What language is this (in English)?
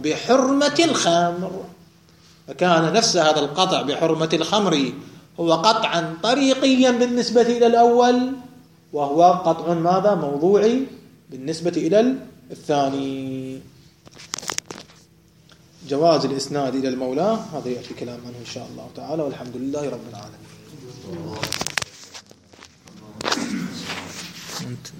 Arabic